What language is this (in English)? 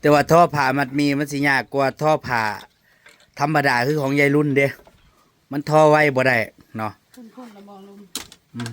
Northeastern Thai